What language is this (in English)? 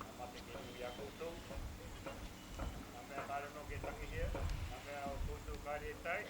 Māori